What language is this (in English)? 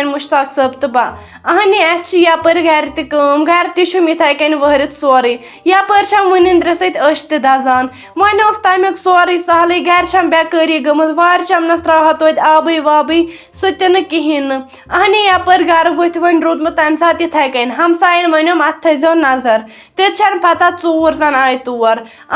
Kashmiri